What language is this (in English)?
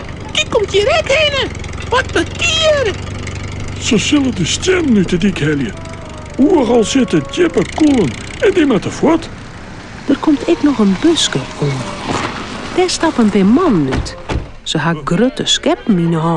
Western Frisian